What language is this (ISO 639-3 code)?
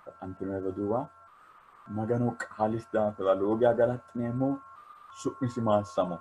sid